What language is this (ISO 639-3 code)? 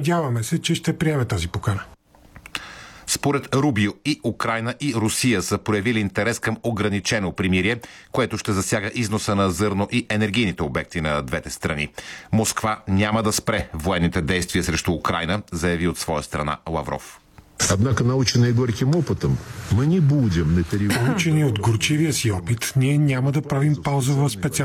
bul